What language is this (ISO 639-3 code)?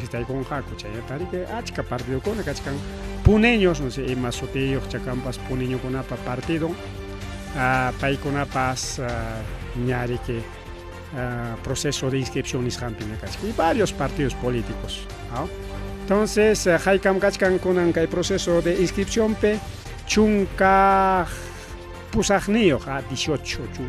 quy